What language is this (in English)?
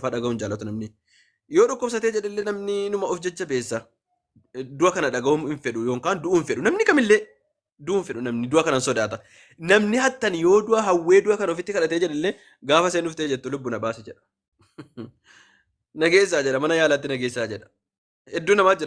Oromo